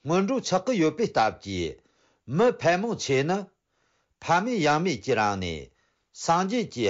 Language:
Tibetan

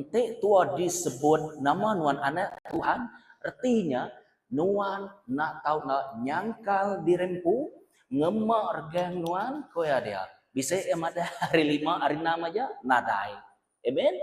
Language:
Iban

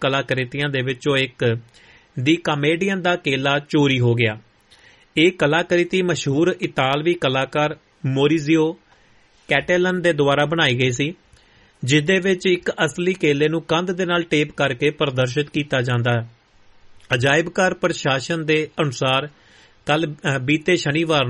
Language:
Punjabi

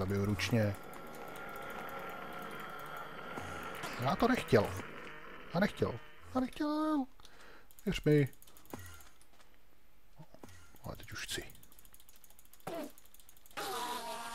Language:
Czech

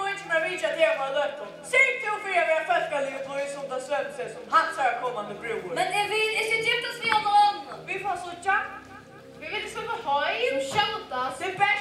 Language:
Faroese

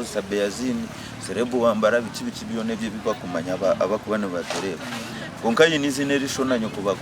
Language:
Nyankole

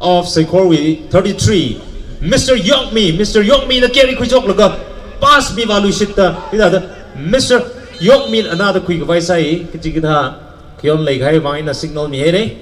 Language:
Tangkhul Naga (India)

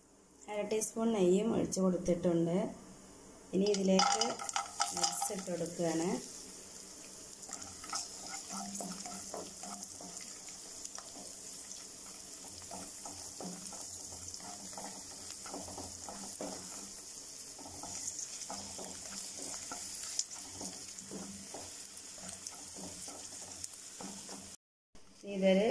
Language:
Malayalam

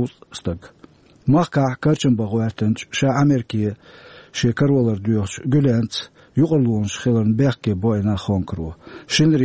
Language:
Chechen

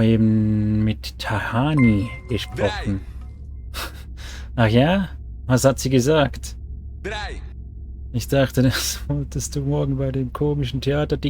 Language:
Swiss German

